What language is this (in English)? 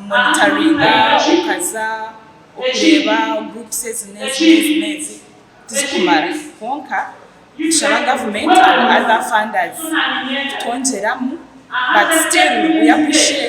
Nyankole